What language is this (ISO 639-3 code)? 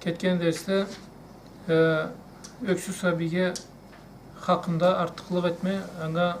krc